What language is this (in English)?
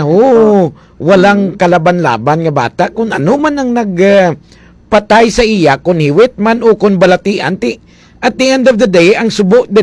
Hiligaynon